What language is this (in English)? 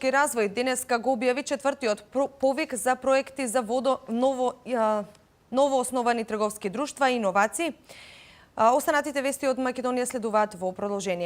Macedonian